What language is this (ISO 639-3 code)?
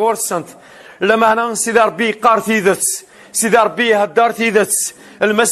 kab